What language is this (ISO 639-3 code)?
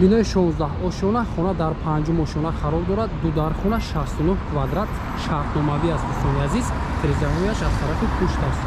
tgk